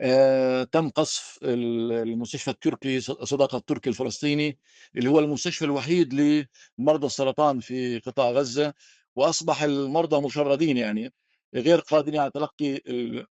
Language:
North Levantine Arabic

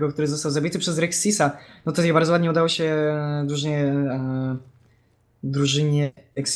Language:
Polish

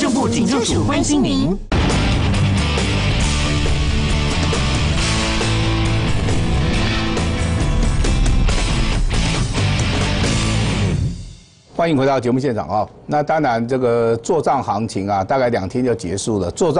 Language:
Chinese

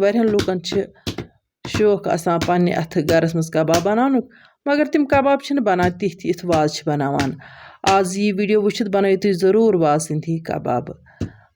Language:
Kashmiri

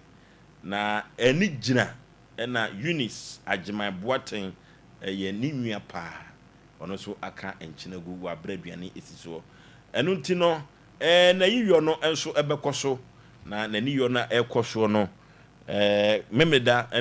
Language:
Akan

